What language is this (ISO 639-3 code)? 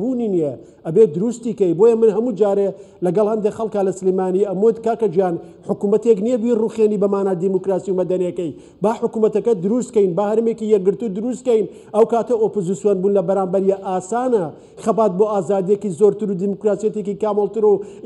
ckb